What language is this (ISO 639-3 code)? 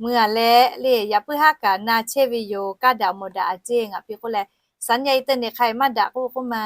lhu